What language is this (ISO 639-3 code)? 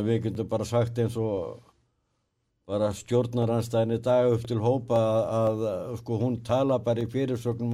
isl